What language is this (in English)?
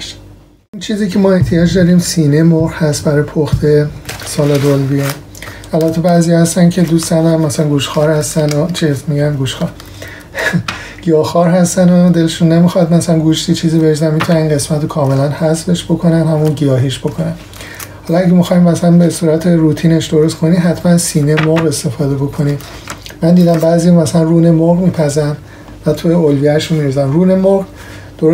Persian